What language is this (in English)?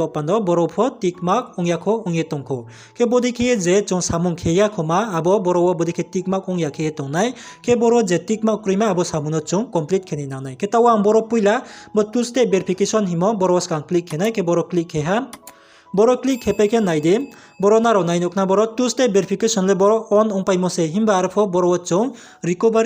Riang (India)